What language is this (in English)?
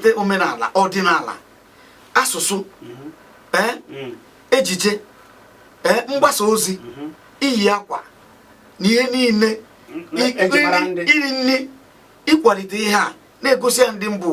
Igbo